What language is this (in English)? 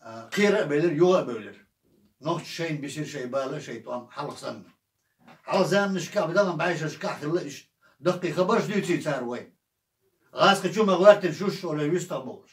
Chechen